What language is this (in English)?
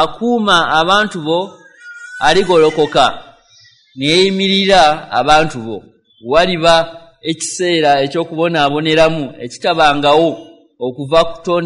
Ganda